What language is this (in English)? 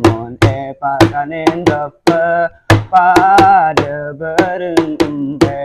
Madurese